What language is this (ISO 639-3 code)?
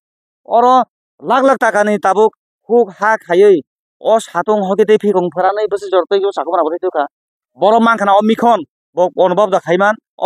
trp